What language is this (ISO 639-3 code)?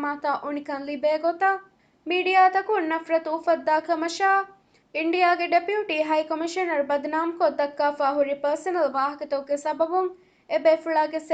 div